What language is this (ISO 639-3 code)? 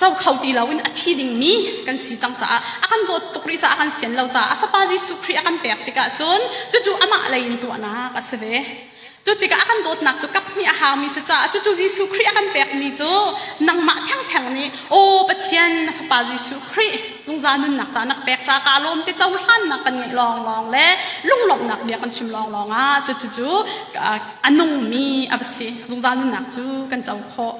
cnh